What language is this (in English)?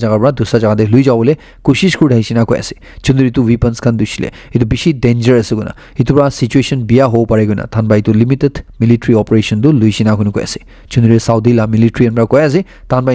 Naga Pidgin